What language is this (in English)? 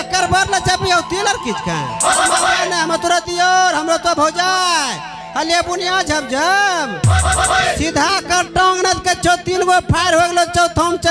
Maithili